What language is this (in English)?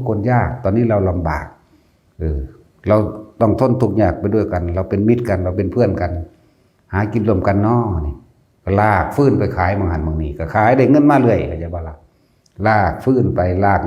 Northeastern Thai